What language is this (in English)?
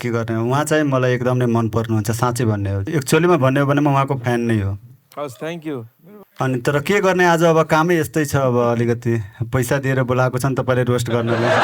Nepali